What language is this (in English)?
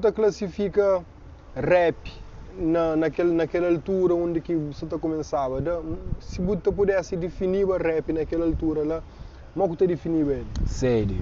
Kabuverdianu